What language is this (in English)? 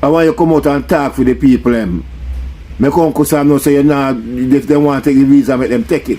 Jamaican Creole English